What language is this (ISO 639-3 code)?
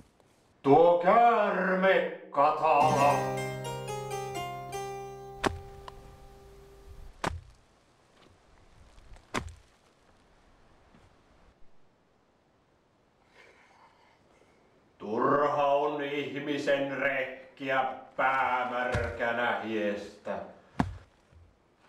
fin